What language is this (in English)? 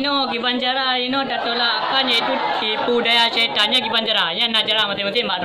Achinese